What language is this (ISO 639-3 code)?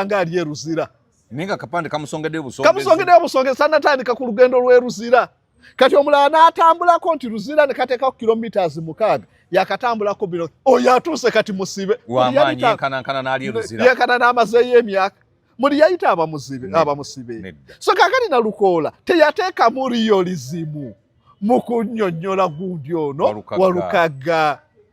lug